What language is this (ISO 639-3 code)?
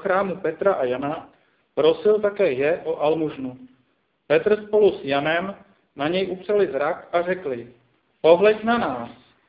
ces